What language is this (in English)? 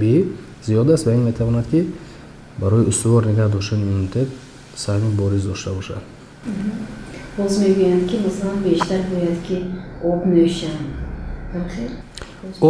Tajik